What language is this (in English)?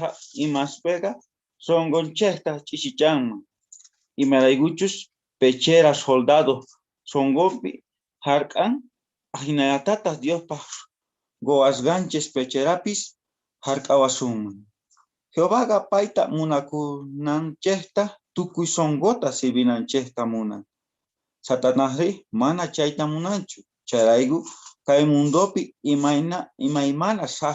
South Bolivian Quechua